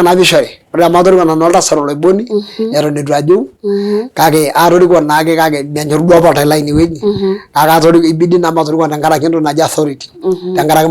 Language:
Masai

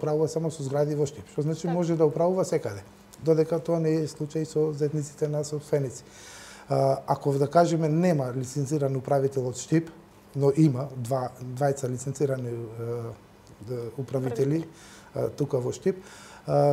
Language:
Macedonian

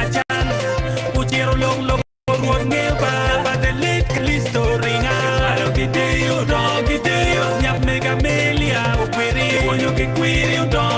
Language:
Acoli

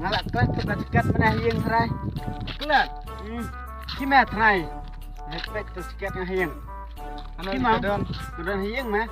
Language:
Khasi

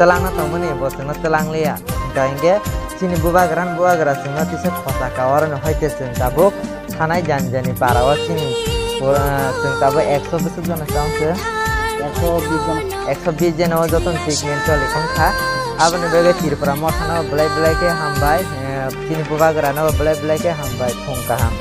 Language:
Kok Borok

